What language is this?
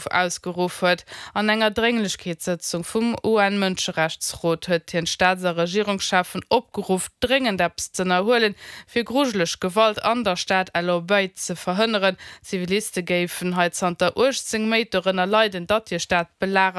Luxembourgish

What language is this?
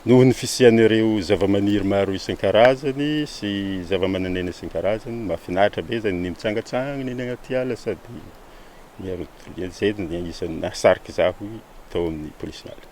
Malagasy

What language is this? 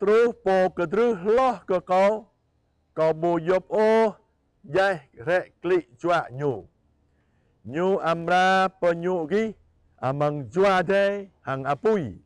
Jarai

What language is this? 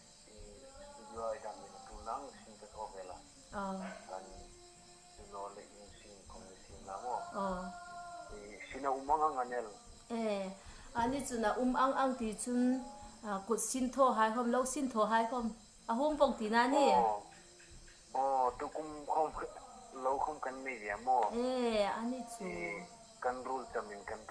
Hmar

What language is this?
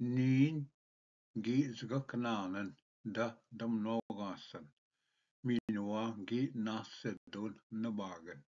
Ojibwa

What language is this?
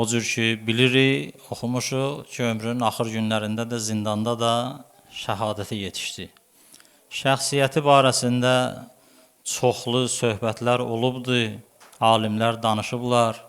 Azerbaijani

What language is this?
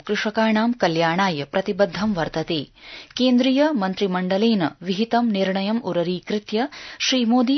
Sanskrit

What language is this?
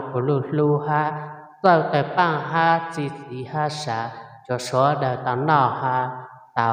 Hmong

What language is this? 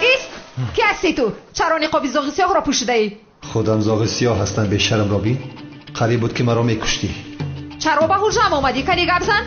Tajik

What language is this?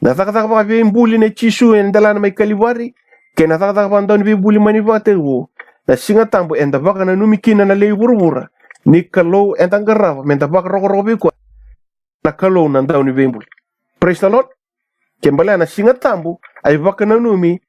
Fijian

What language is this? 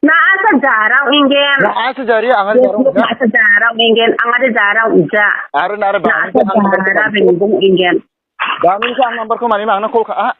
Garo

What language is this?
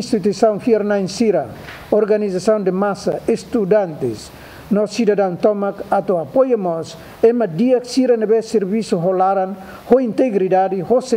Tetum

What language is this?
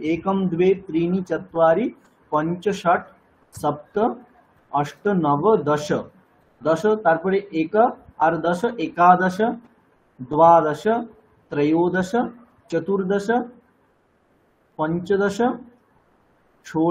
Bangla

